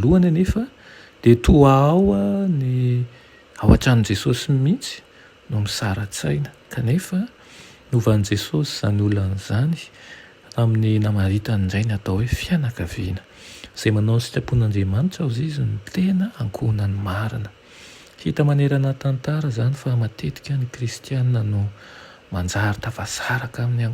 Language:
Malagasy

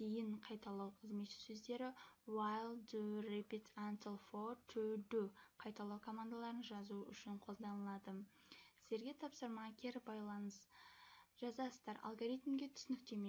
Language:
Kazakh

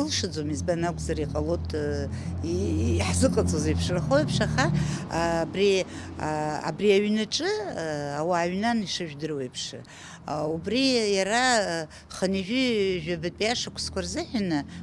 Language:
Abkhazian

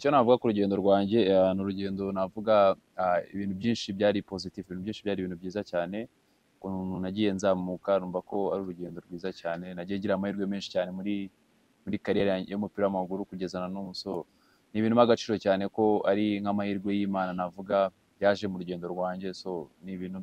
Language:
Kinyarwanda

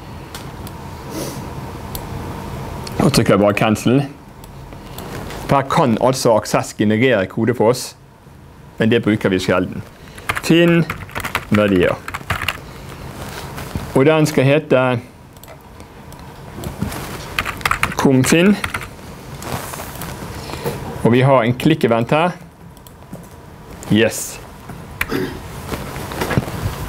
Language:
Norwegian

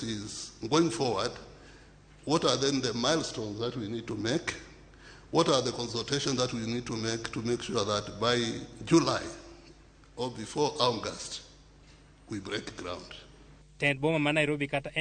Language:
Luo (Kenya and Tanzania)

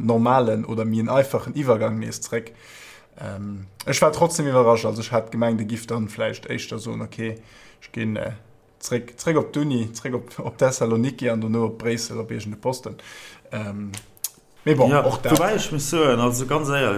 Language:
Luxembourgish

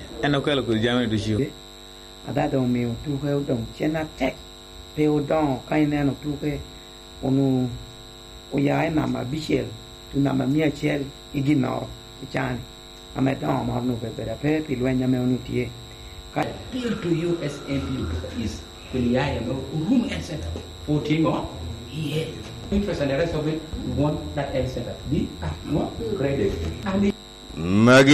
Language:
Lango (Uganda)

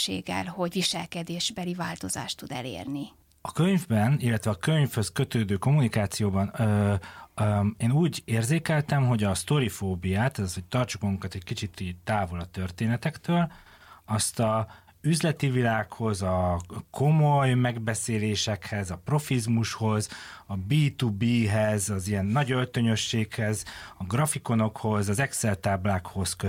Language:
Hungarian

